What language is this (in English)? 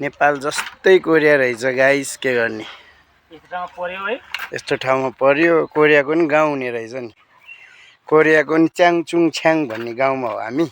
Nepali